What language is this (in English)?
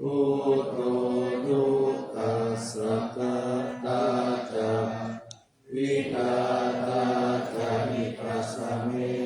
Pali